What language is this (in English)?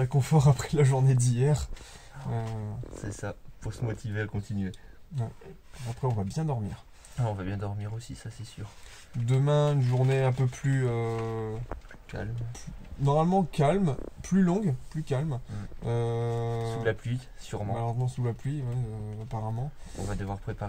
French